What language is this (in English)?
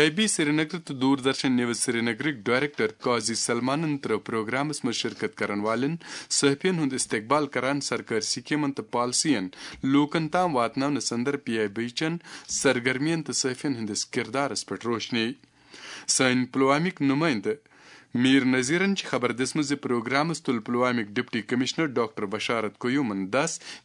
Kashmiri